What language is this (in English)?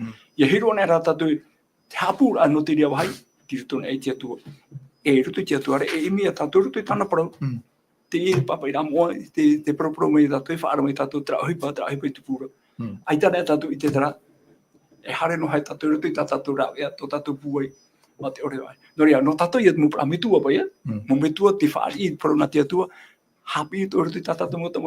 Tahitian